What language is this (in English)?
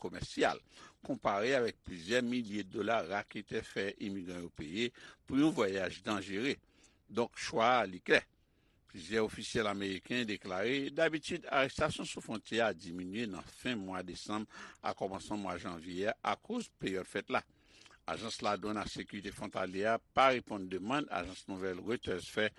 Haitian Creole